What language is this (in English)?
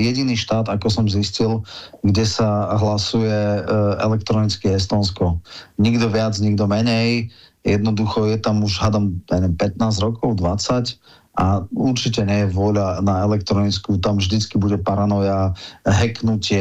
Slovak